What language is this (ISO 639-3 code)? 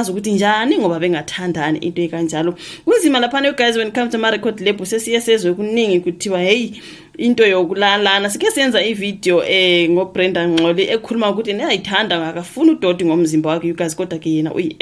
zul